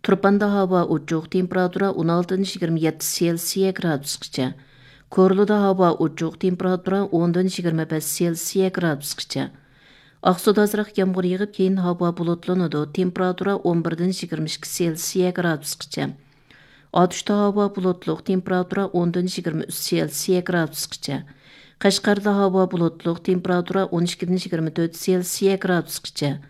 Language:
Uyghur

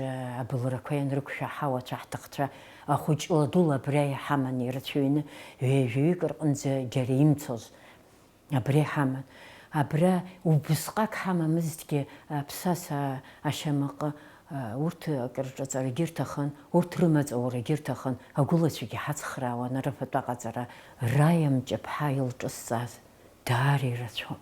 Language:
Abkhazian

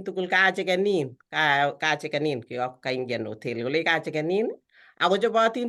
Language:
Kalenjin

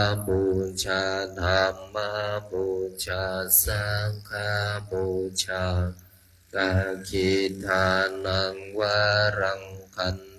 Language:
Pali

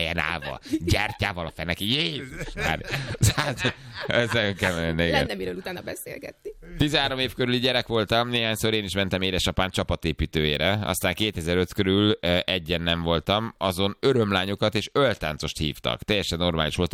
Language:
Hungarian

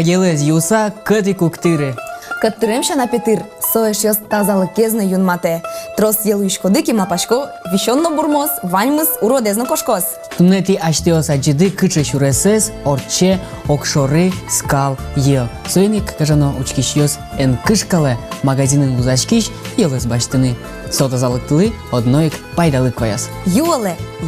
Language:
Udmurt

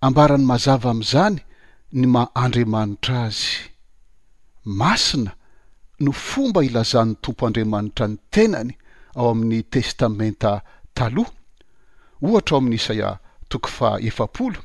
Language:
Malagasy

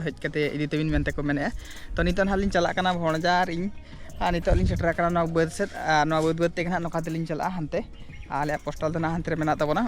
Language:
Santali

